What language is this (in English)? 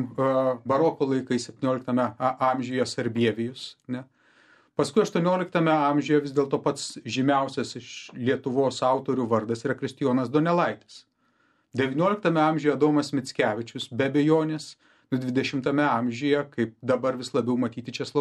Lithuanian